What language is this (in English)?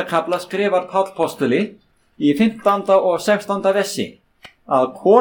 Icelandic